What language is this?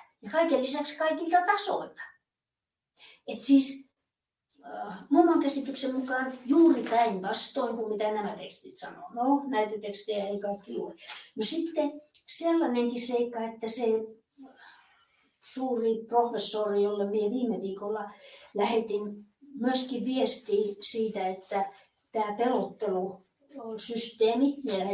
Finnish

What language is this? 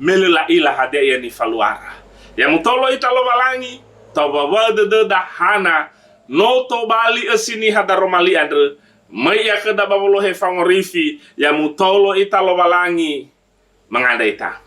Nias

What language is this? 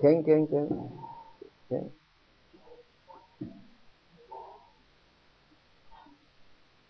Hebrew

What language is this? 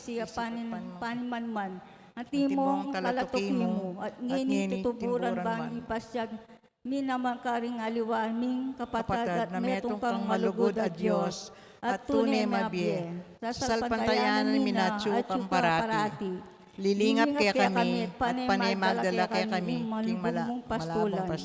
Pampanga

